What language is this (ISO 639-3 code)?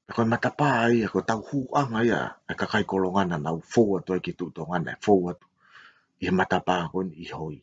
ton